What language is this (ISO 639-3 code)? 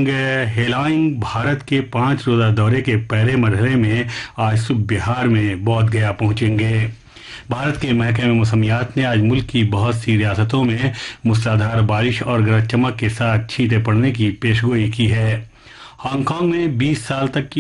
urd